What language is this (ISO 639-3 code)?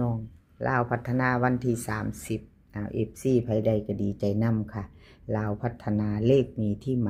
tts